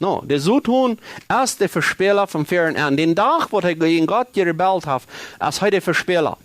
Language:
Plautdietsch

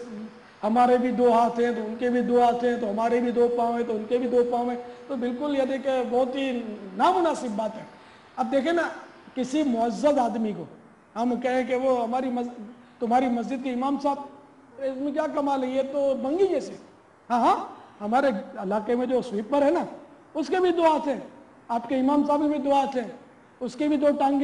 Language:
Urdu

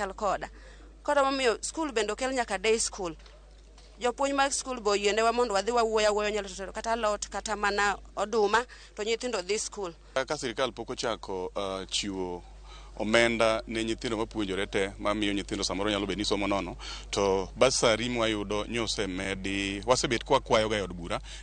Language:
Luo (Kenya and Tanzania)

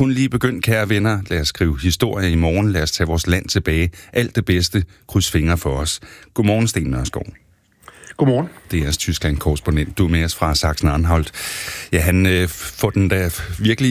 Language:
Danish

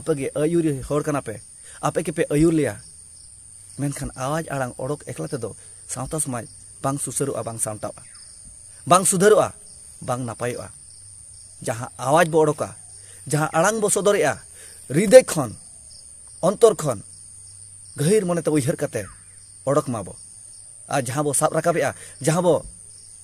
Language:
Santali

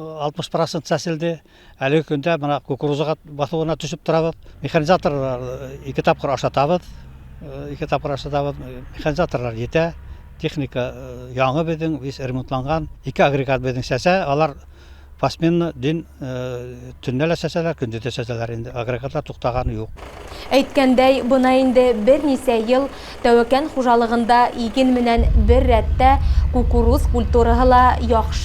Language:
Bashkir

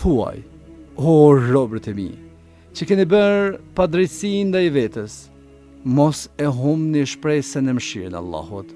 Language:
Albanian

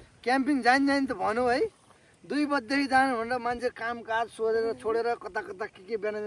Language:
Nepali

